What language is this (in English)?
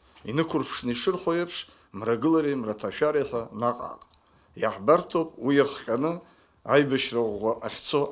Abkhazian